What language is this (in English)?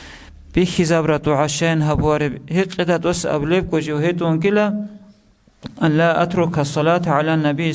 Avaric